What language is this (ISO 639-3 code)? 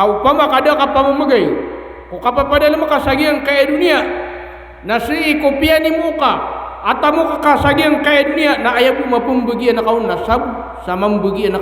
mrw